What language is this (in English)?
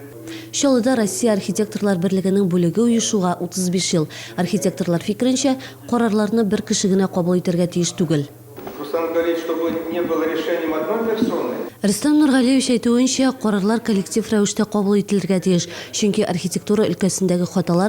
Tatar